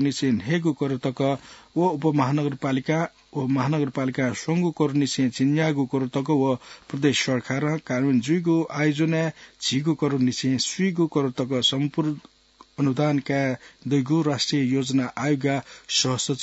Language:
Newari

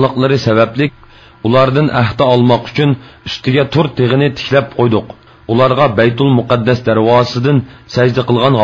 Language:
Uyghur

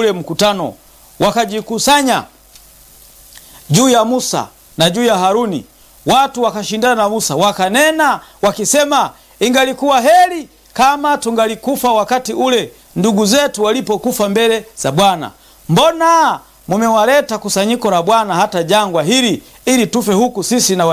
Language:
Swahili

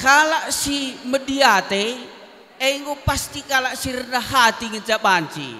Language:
Batak Karo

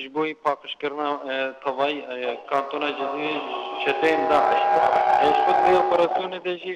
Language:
Kurdish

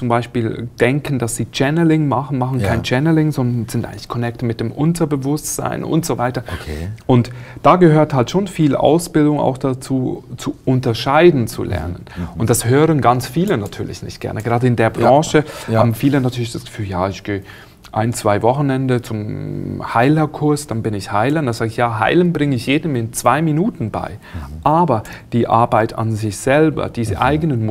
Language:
German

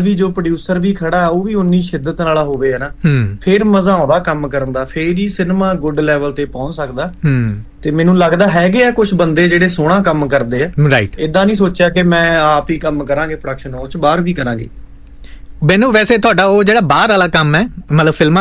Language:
Punjabi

